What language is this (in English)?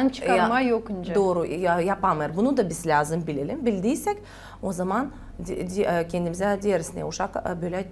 Gagauz